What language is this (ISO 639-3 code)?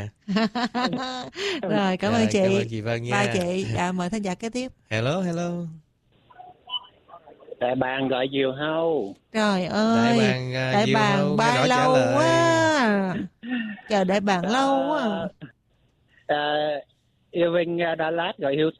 vie